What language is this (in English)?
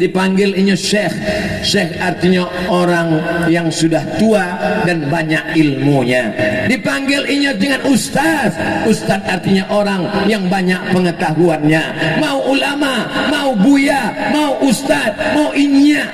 Minangkabau